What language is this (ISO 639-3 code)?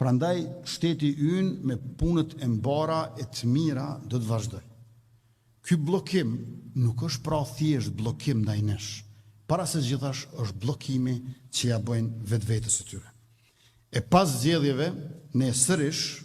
sqi